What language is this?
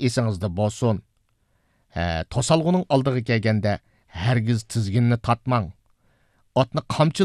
Uyghur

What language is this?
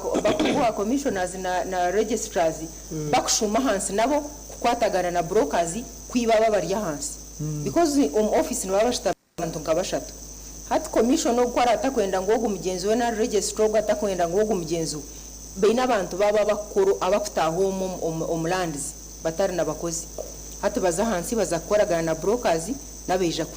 Nyankole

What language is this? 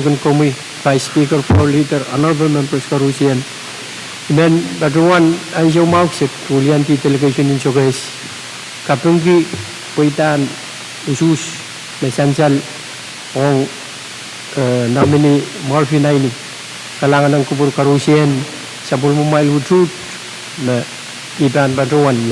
Pohnpeian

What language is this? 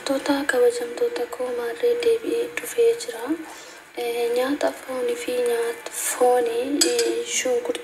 Oromo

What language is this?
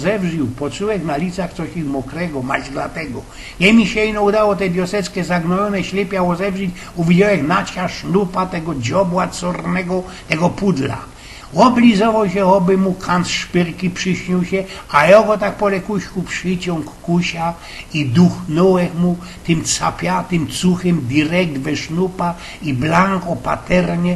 Silesian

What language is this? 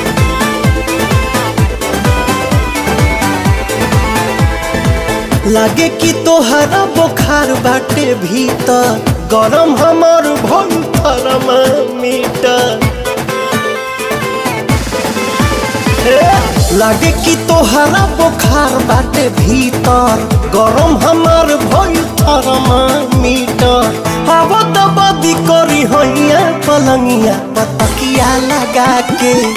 Bhojpuri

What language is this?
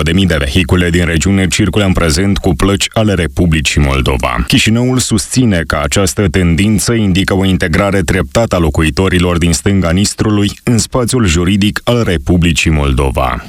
Romanian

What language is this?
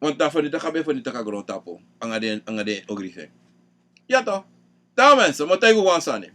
Sranan Tongo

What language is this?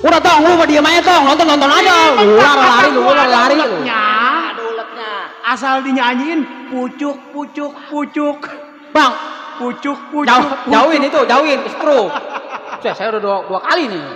Betawi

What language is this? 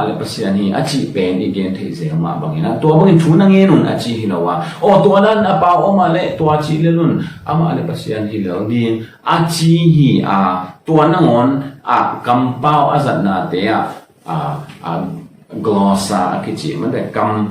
Tedim Chin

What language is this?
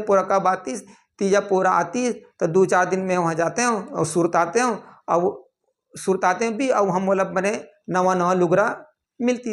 Chhattisgarhi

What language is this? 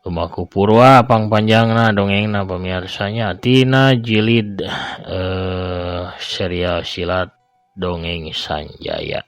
Sundanese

